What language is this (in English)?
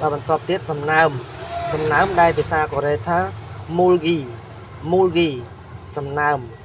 Khmer